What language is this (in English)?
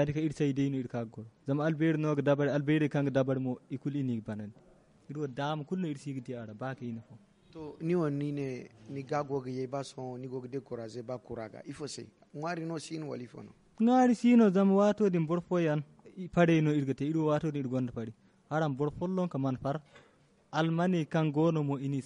Zarma